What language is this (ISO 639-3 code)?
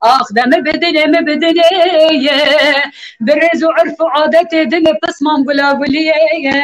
kur